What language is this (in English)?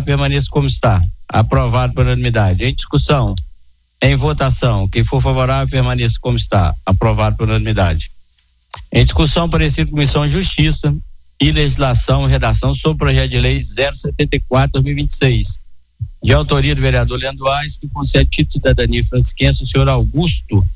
Portuguese